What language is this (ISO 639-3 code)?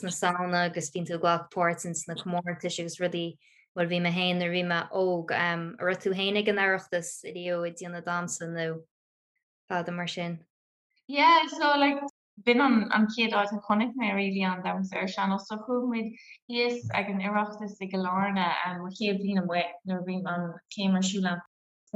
gle